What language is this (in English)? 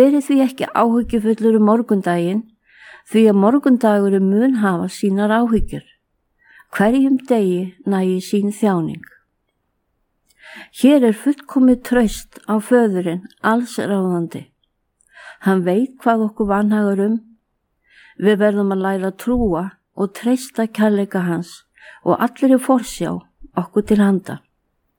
Icelandic